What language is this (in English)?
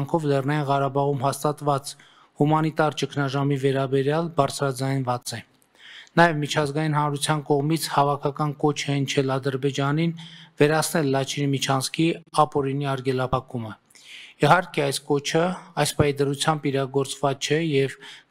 Armenian